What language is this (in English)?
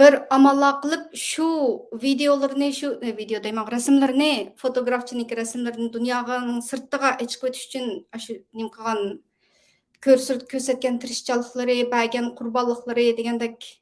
Uyghur